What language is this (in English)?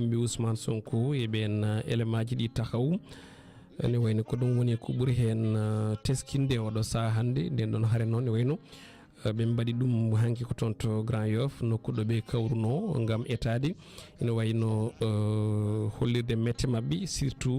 Fula